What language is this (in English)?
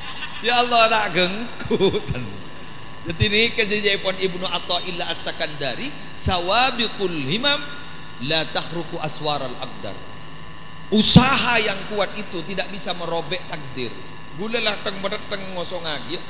Madurese